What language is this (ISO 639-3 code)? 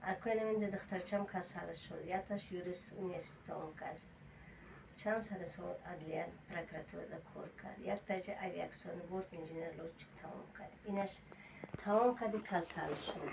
tgk